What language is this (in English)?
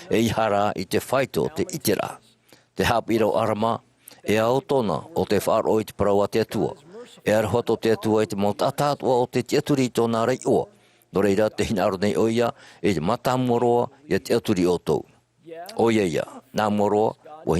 Tahitian